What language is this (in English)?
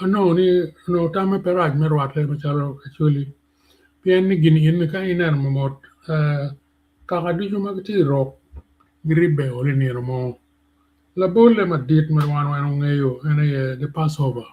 Acoli